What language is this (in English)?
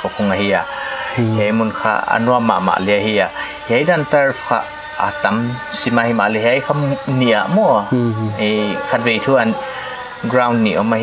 Paite Chin